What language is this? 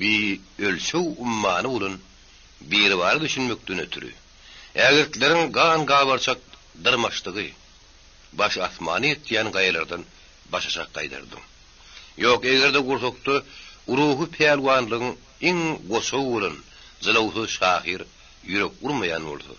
Turkmen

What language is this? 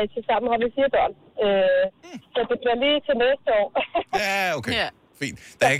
Danish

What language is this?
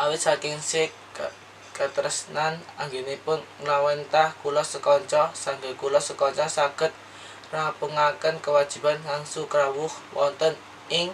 Javanese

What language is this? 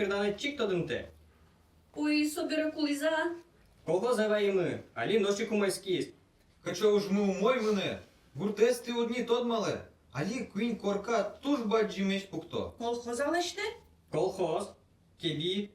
Udmurt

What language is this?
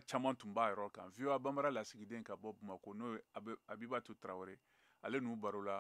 Bambara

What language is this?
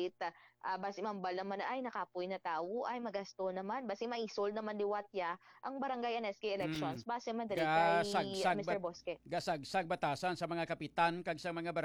Hiligaynon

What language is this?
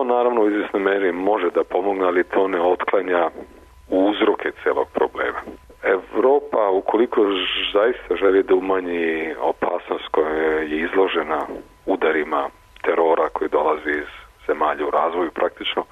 Serbian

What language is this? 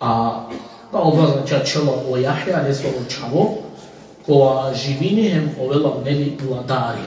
Balkan Romani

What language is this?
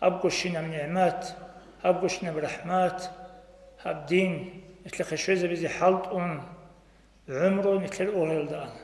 Avaric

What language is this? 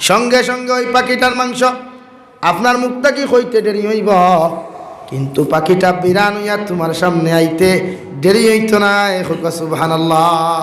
Sylheti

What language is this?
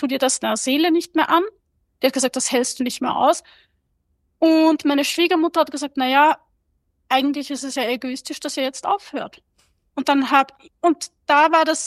German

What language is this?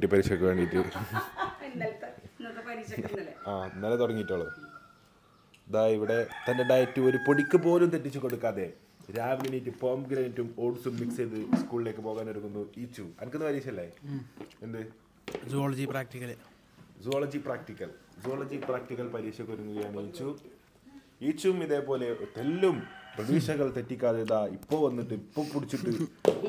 Malayalam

